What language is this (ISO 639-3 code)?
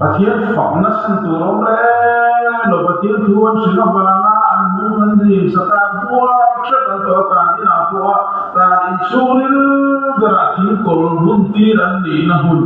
lus